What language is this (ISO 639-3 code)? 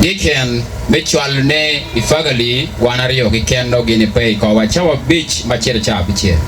ach